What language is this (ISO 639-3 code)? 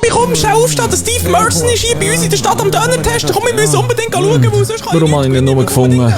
gsw